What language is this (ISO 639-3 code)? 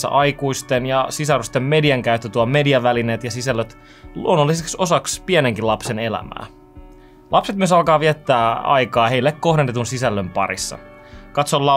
fin